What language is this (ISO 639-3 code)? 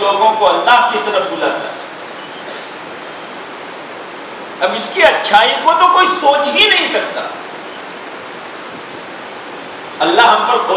urd